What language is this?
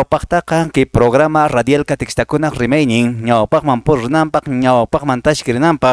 Quechua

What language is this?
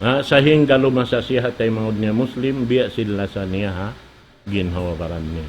Tausug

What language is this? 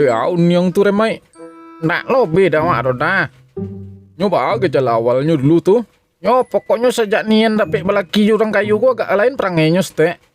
Minangkabau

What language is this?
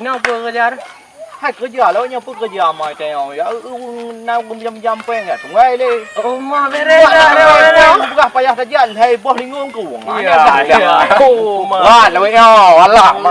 Achinese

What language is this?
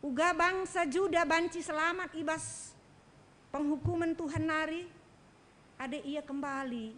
Batak Karo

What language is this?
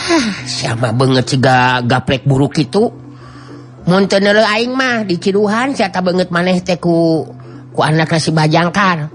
Sundanese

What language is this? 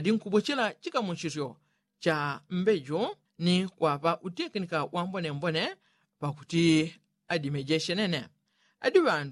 Yao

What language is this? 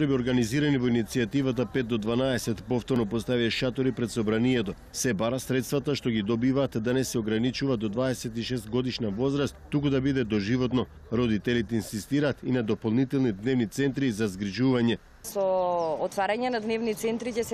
Macedonian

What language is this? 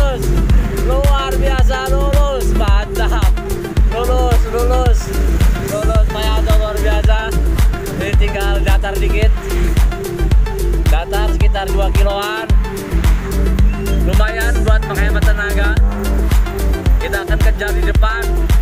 Indonesian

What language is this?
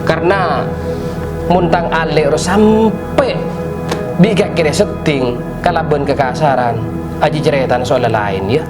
Madurese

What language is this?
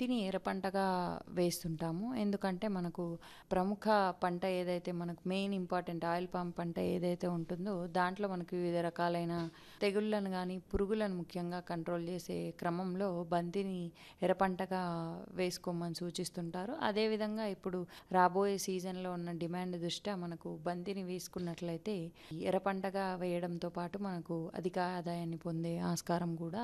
Telugu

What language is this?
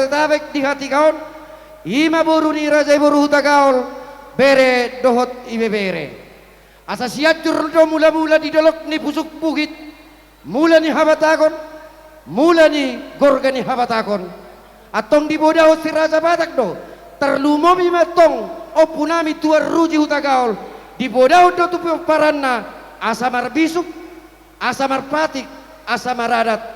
Batak Toba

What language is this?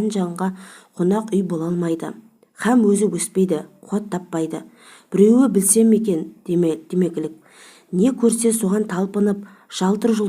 Kazakh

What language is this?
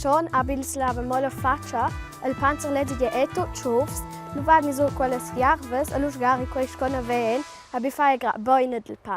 Romansh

